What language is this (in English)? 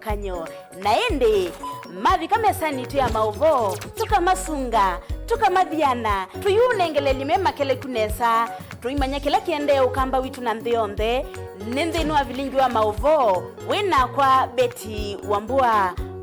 Kamba